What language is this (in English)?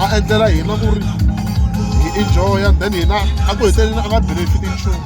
Tsonga